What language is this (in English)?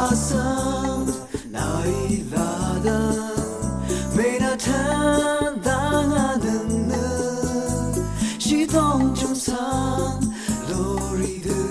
Rawang